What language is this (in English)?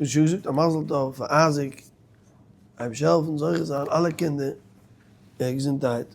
Yiddish